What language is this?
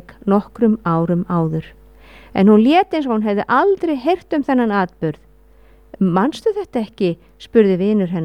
Icelandic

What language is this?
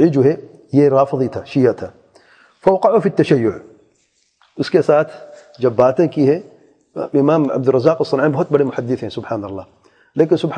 Urdu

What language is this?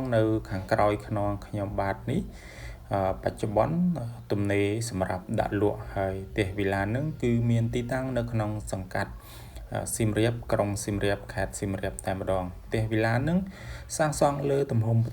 Khmer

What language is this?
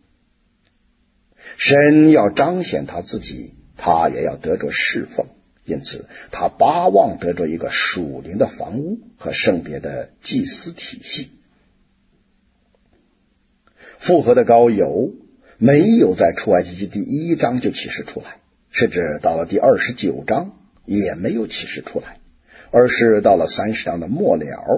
Chinese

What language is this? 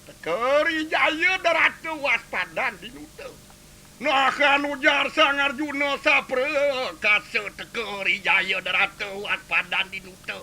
Balinese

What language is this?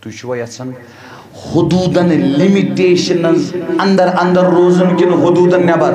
Kashmiri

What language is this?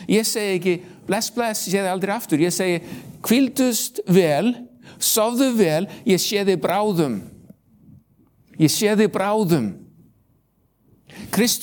Icelandic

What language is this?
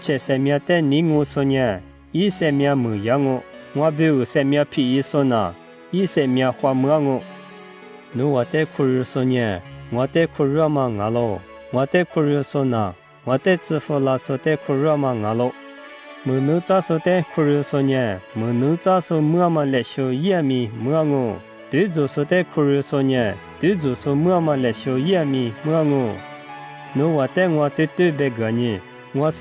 Lisu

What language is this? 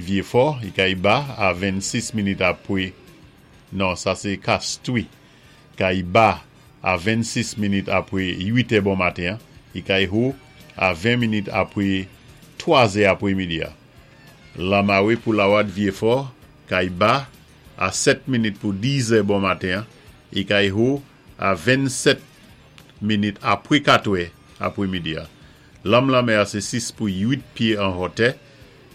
Saint Lucian Creole French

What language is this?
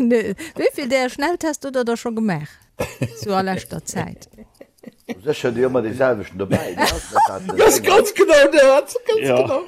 Luxembourgish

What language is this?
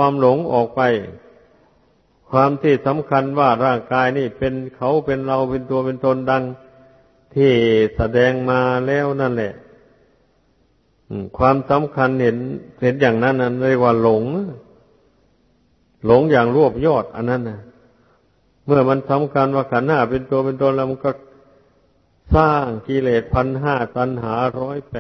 Thai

